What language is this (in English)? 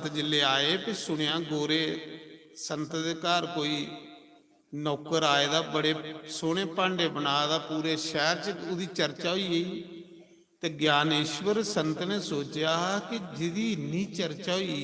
Dogri